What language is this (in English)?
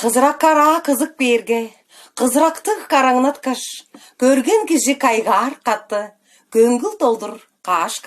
Tuvinian